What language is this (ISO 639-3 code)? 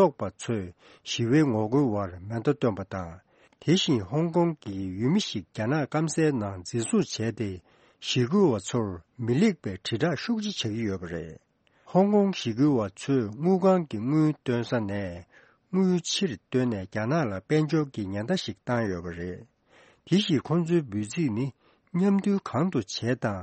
bod